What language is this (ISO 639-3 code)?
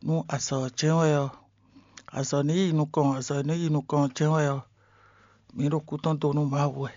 fon